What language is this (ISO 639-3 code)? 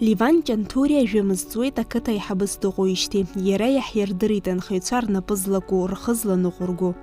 abk